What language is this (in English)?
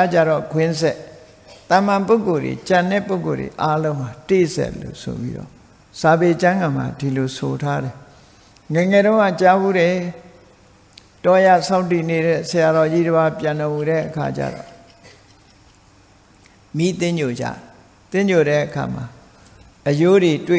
Burmese